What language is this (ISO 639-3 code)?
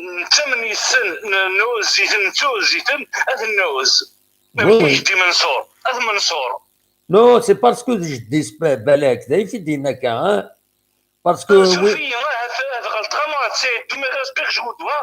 kab